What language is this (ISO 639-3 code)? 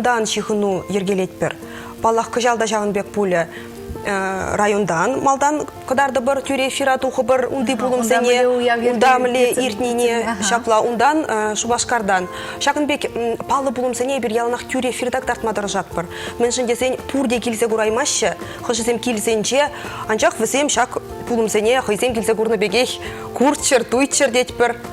chv